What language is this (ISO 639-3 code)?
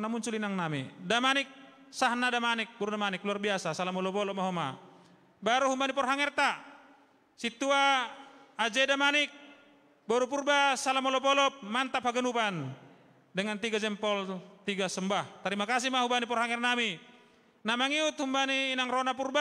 bts